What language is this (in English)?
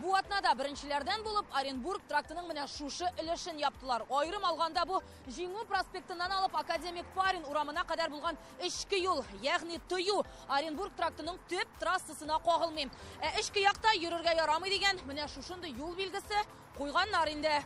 Tatar